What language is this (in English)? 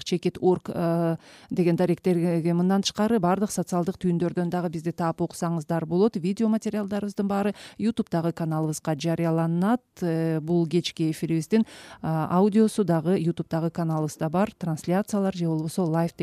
Kyrgyz